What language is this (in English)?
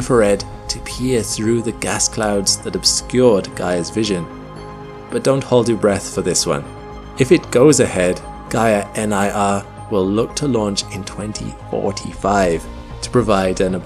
English